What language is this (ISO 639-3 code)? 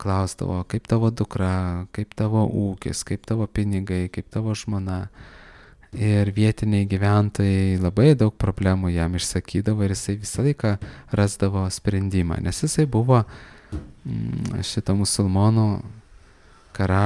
lit